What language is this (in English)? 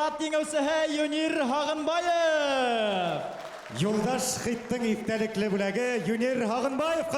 Bashkir